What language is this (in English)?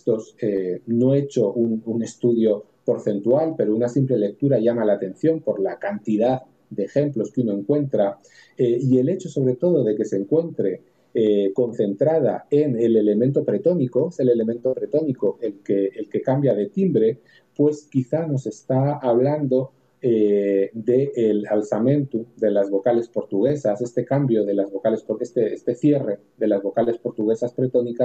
Spanish